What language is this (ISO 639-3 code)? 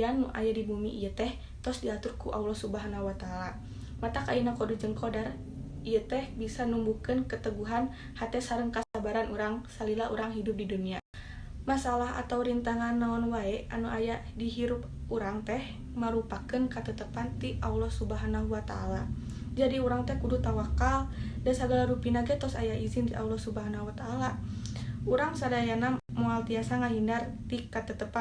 sun